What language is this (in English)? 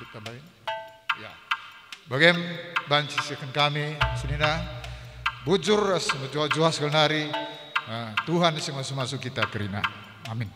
Batak Karo